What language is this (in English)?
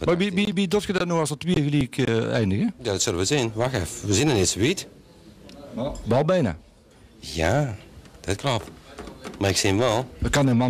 Limburgish